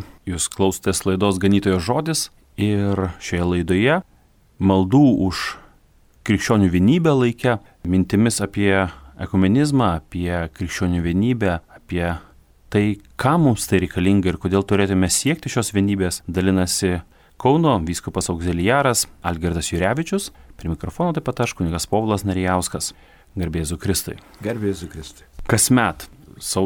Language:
Lithuanian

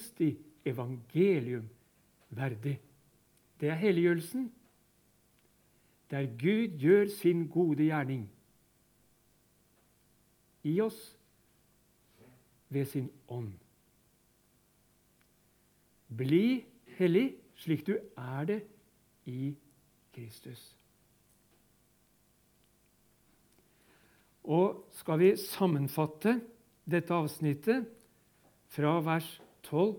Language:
Norwegian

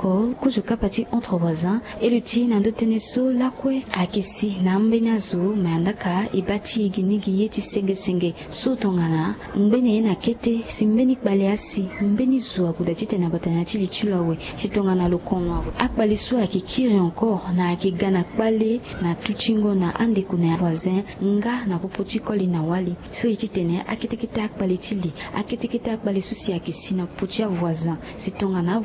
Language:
Sango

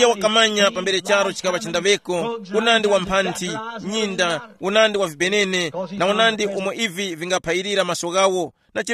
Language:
Tumbuka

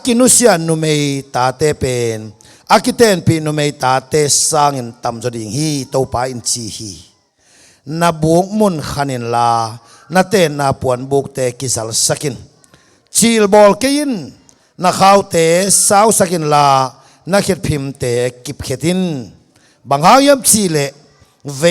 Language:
Tedim Chin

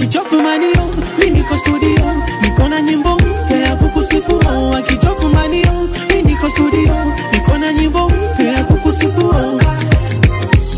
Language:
Swahili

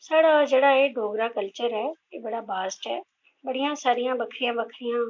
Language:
Dogri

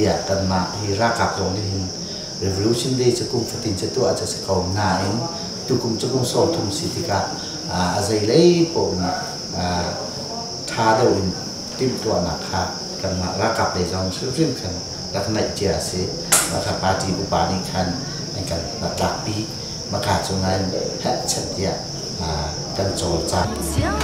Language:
Hakha Chin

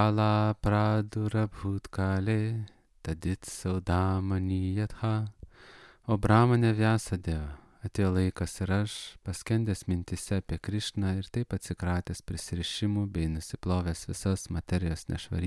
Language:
Lithuanian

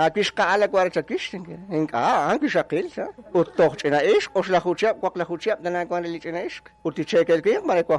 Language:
Kekchí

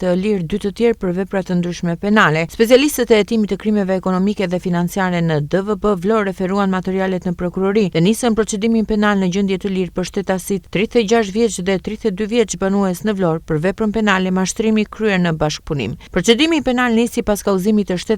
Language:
Albanian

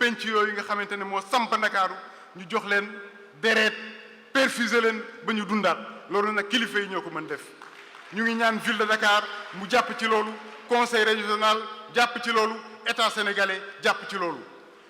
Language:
Wolof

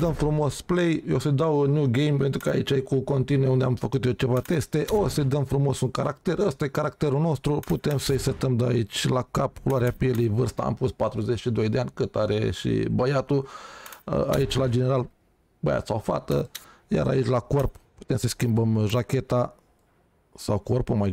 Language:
Romanian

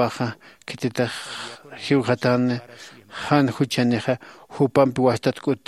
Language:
Aymara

